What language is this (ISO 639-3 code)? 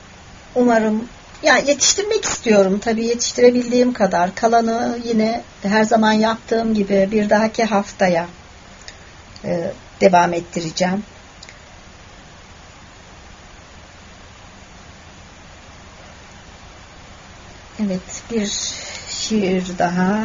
tur